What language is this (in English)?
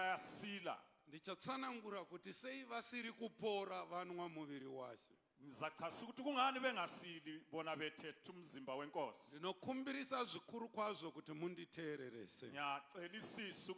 Shona